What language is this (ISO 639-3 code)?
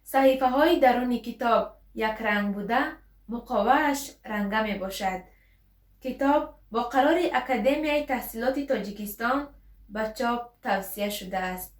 tgk